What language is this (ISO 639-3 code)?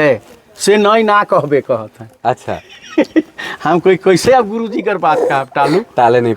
sck